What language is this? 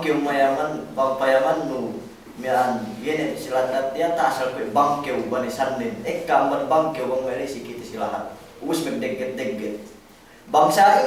Yakan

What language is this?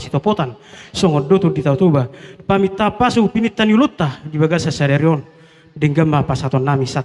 Batak Toba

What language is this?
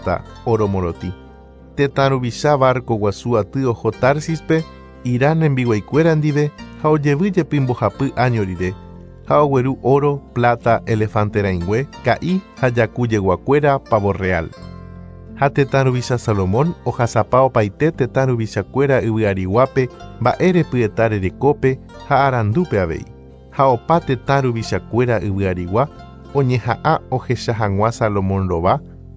Guarani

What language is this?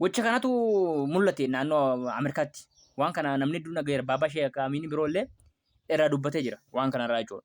Oromo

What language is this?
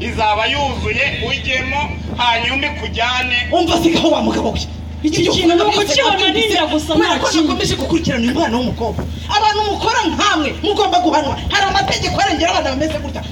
Kinyarwanda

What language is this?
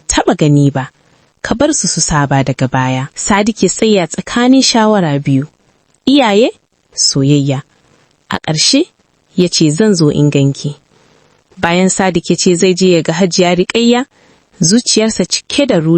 Hausa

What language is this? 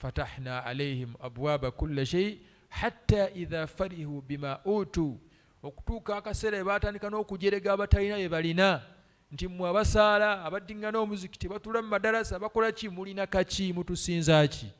Ganda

